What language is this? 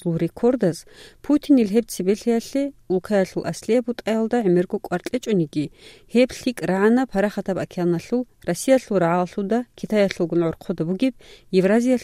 Avaric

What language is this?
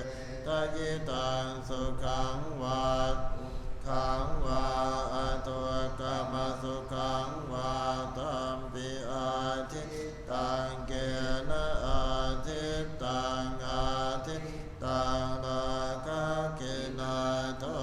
Pali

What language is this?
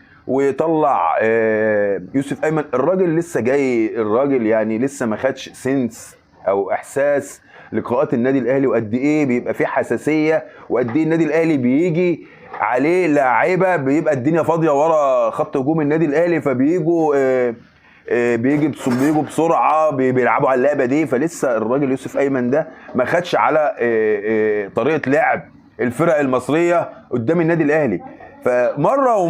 Egyptian Arabic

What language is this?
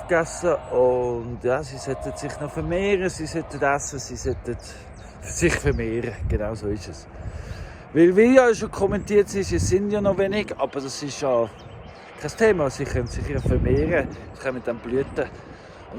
Swiss German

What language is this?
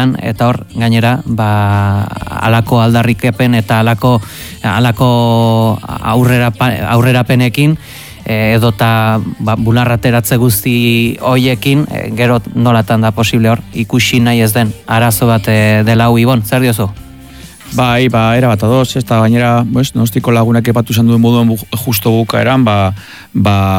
Basque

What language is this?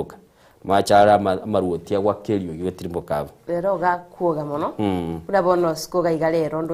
Gusii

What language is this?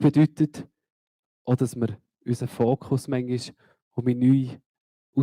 Swiss German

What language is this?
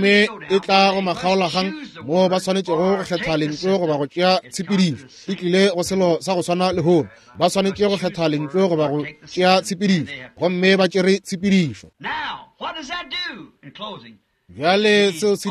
Northern Sotho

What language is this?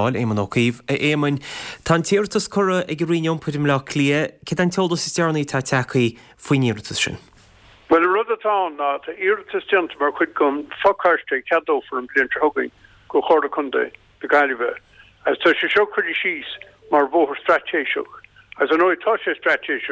Irish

